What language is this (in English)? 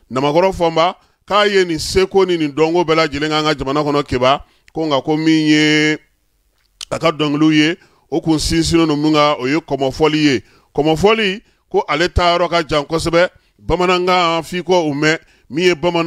Bambara